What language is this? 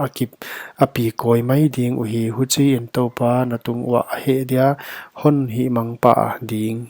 Paite Chin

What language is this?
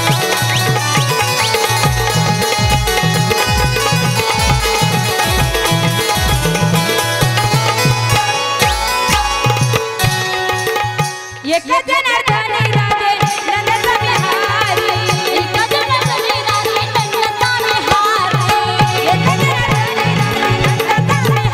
Marathi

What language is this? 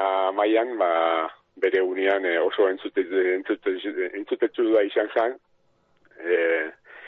Basque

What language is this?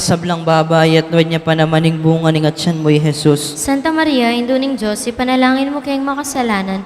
Pampanga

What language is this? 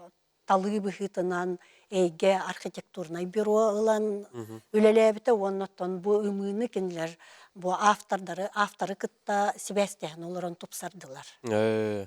Yakut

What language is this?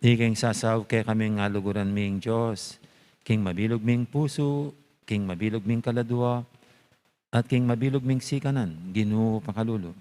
Pampanga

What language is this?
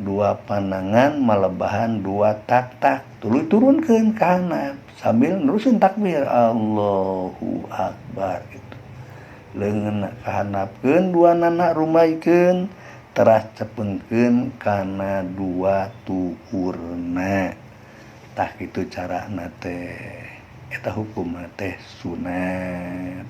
Sundanese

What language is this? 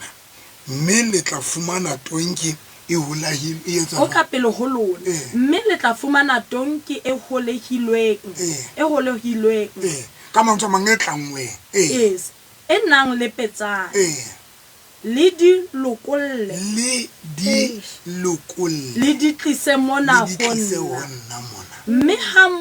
Southern Sotho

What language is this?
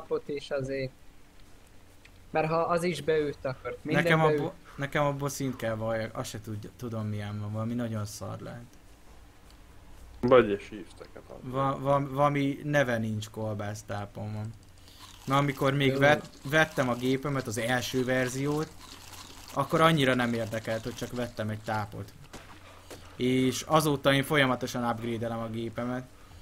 Hungarian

